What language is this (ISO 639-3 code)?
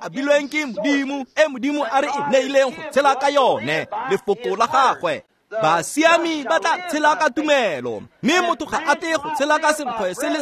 tsn